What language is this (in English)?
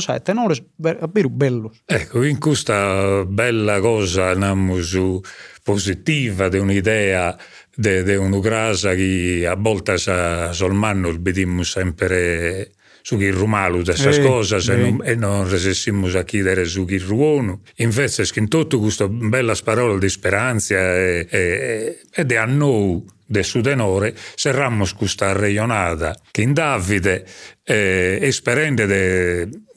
Sardinian